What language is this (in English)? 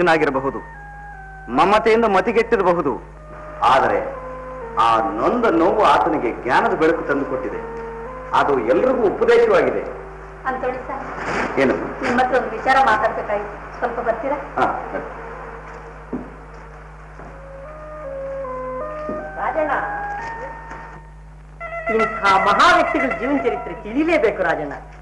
Kannada